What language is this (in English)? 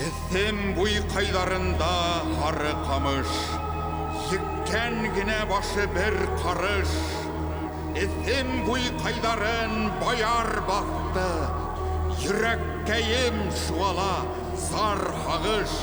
Bashkir